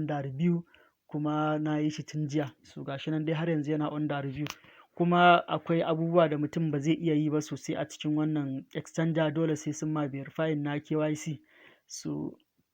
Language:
Hausa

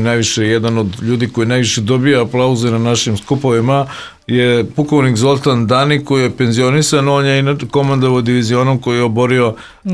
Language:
Serbian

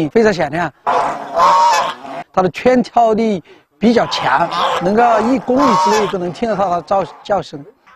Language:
Chinese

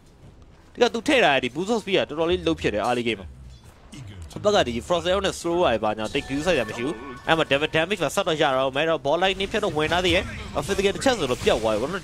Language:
Burmese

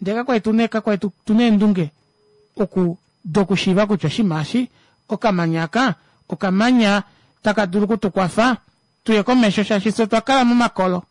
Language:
Kuanyama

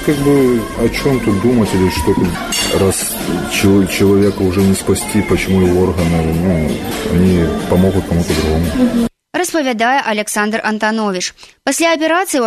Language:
Belarusian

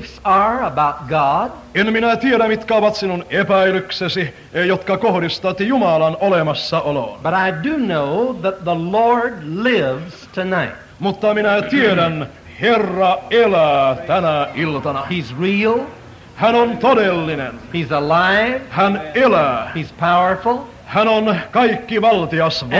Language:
Finnish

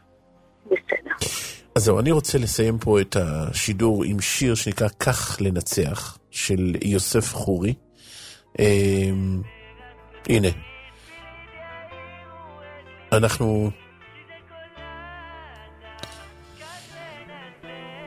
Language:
Hebrew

